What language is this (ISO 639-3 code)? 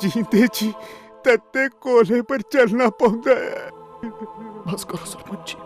doi